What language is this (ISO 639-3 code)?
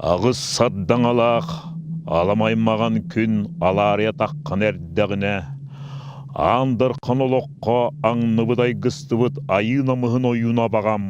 sah